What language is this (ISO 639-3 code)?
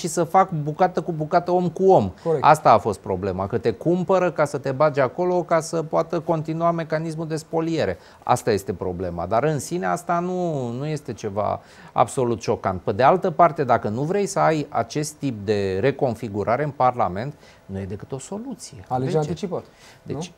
ron